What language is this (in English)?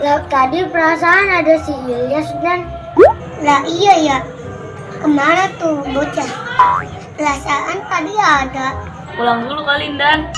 Betawi